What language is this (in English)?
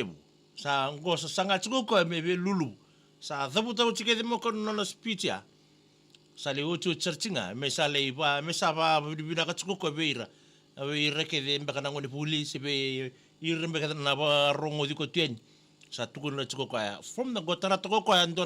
Fijian